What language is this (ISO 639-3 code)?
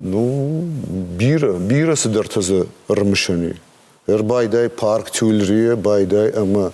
oss